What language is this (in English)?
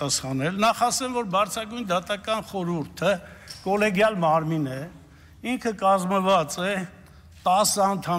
Armenian